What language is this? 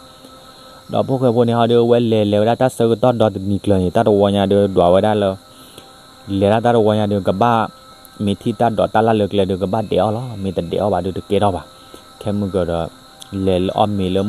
S'gaw Karen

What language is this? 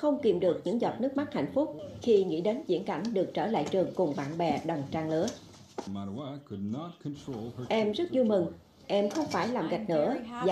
Vietnamese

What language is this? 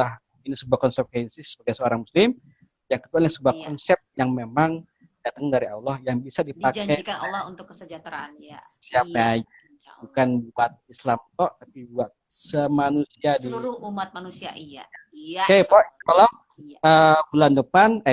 Betawi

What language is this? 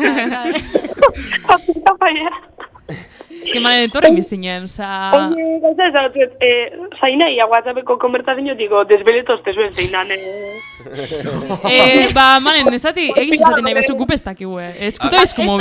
Basque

